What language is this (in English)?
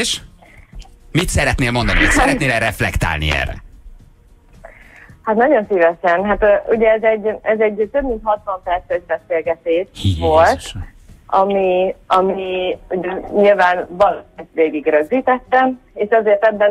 Hungarian